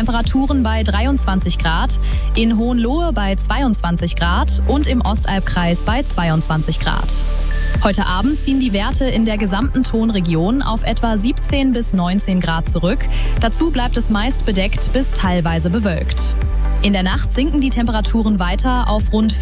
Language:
German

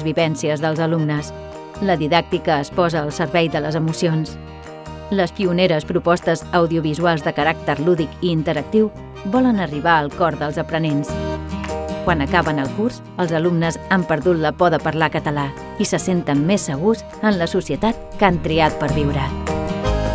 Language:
Catalan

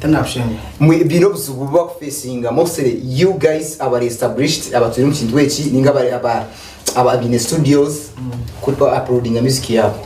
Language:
Nyankole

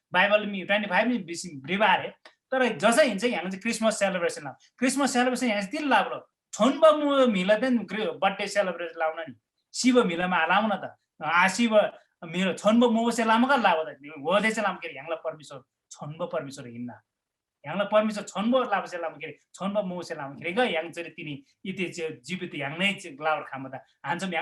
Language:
Eastern Tamang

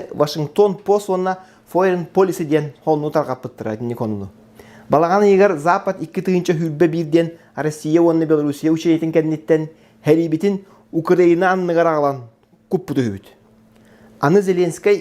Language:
Yakut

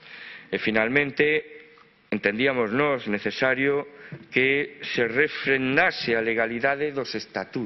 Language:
Galician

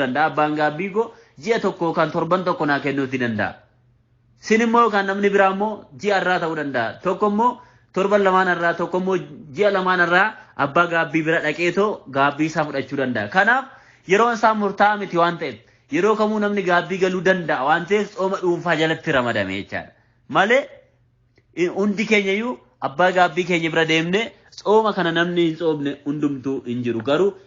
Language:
Oromo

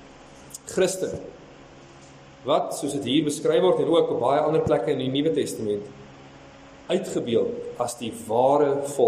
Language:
Afrikaans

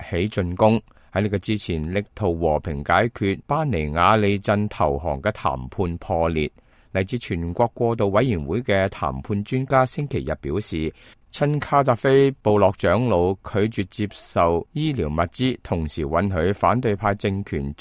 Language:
Cantonese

